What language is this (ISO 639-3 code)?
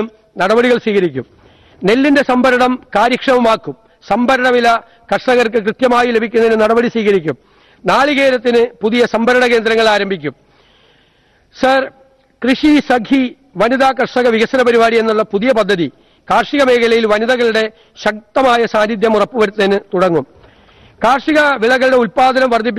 mal